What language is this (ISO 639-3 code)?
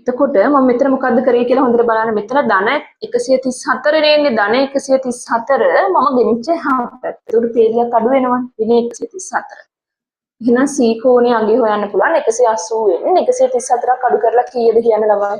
sin